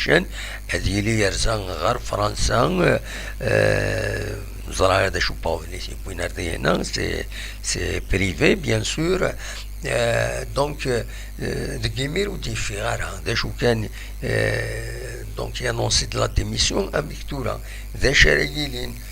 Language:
Kabyle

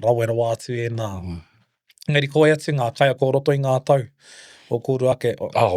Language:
Māori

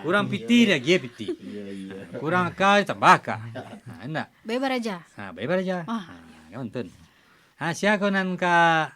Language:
Minangkabau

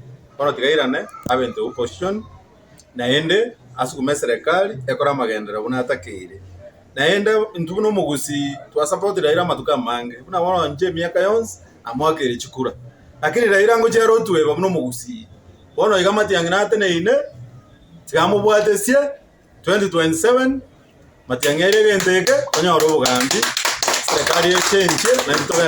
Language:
Gusii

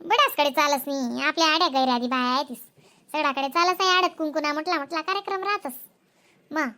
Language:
Khandesi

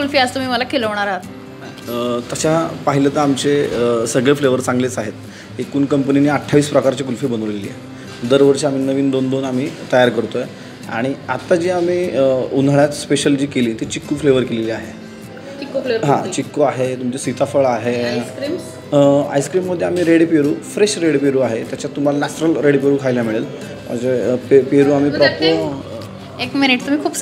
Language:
Marathi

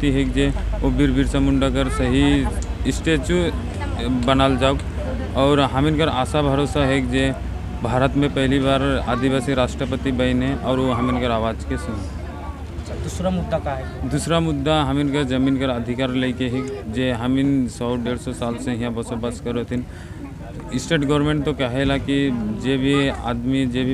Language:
Sadri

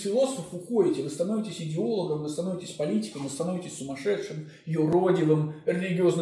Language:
Russian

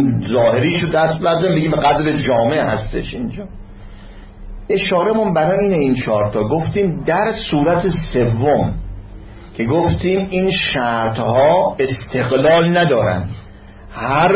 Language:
Persian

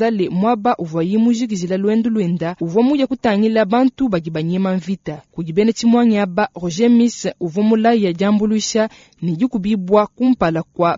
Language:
Luba-Lulua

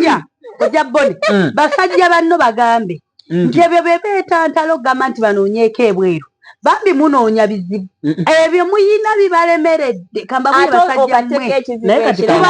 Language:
Ganda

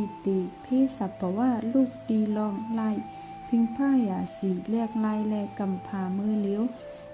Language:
Shan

